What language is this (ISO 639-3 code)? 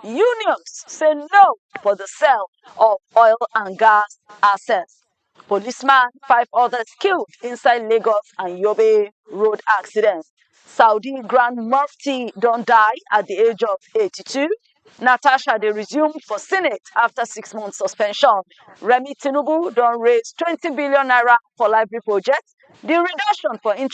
pcm